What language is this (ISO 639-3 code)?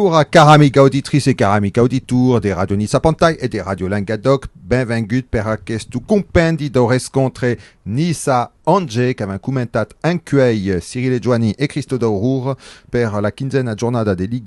oci